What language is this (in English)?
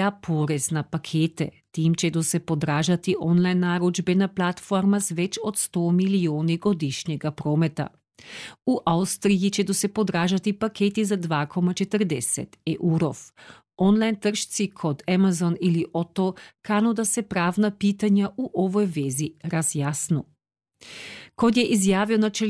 Croatian